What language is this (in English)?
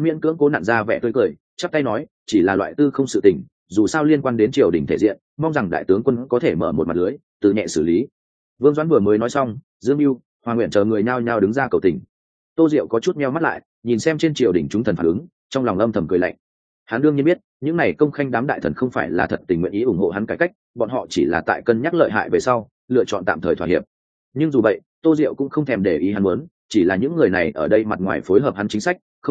Vietnamese